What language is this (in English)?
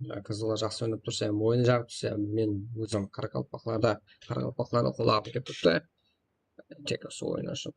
Kara-Kalpak